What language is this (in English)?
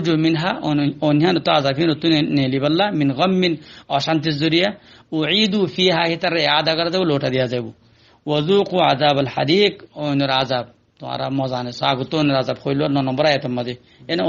Rohingya